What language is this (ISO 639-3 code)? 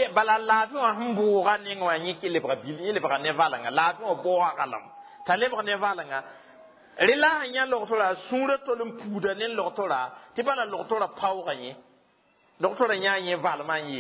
mos